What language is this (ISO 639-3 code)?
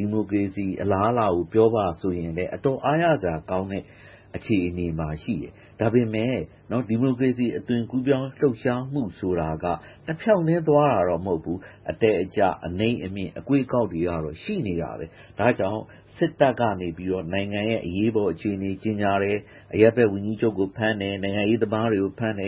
mya